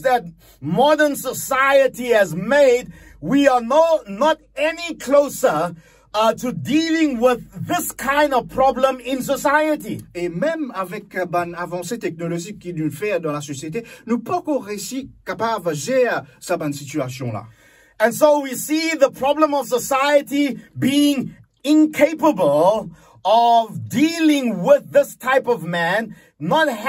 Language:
Morisyen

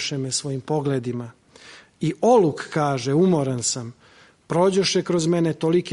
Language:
Serbian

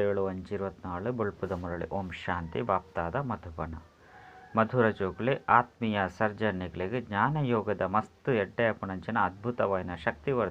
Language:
Tulu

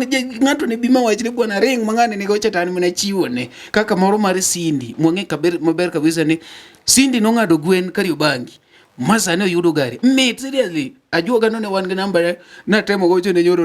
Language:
Luo (Kenya and Tanzania)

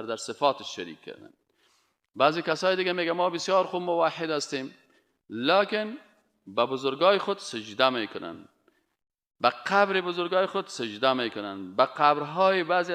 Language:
Persian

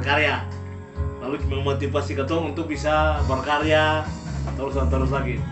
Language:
Ambonese Malay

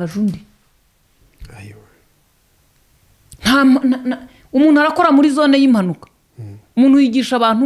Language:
Kinyarwanda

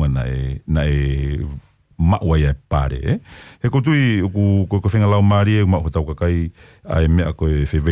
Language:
Tongan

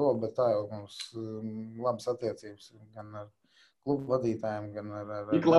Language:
Latvian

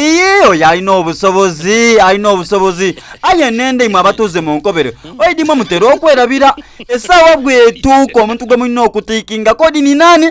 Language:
Soga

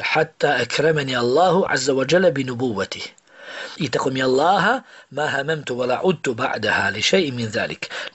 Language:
Bosnian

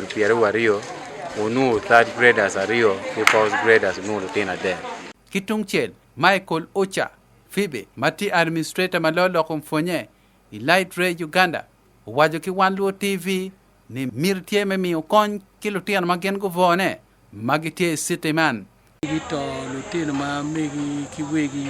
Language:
Acoli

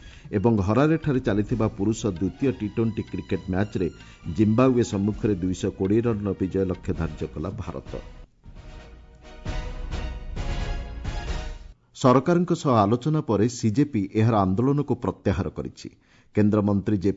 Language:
Odia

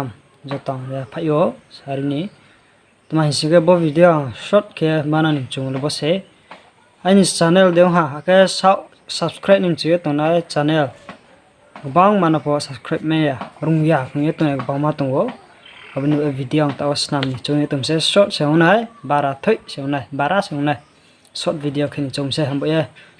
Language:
Riang (India)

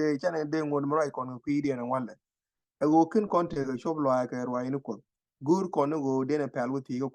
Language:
Nuer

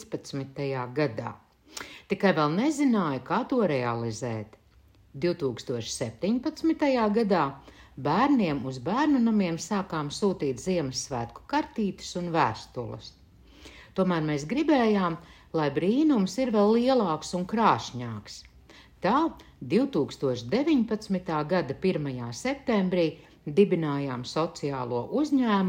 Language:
Latvian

